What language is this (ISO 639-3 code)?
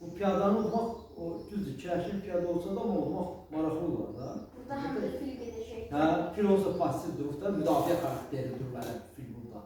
aze